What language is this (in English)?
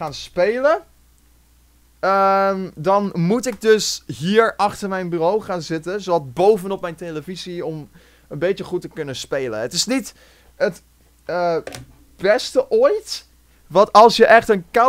Dutch